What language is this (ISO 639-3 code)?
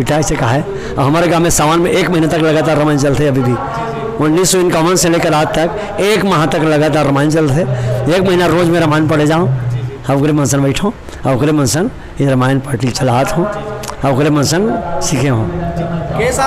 hne